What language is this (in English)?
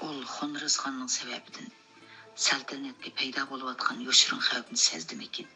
Uyghur